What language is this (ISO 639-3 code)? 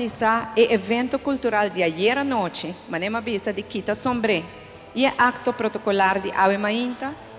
pap